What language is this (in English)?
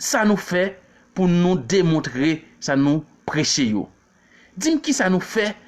Haitian Creole